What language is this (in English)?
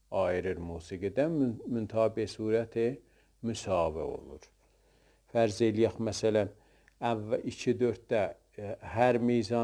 South Azerbaijani